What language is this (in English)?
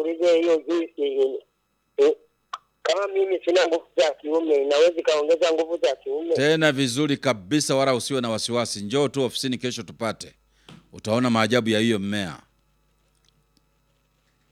Swahili